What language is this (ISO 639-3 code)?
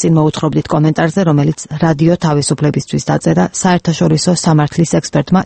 kat